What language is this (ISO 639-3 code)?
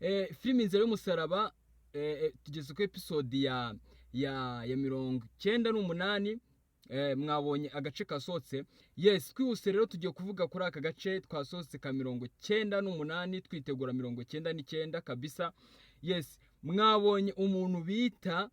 kin